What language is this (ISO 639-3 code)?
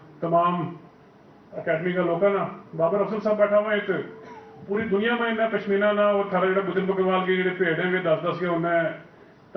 gju